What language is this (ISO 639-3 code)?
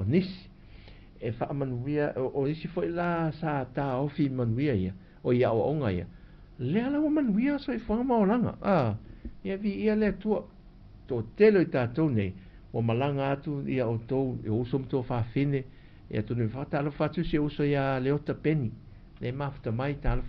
smo